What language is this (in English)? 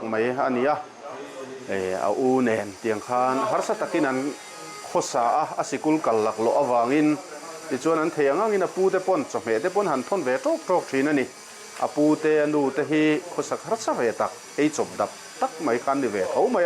Mizo